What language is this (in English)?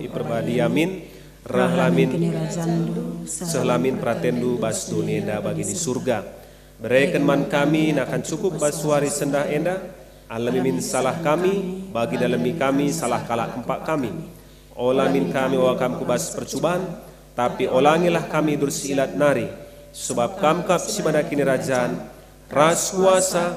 Batak Karo